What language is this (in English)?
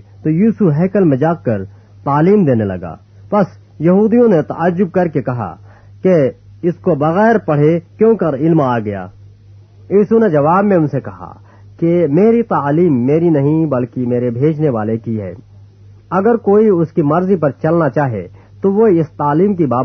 Urdu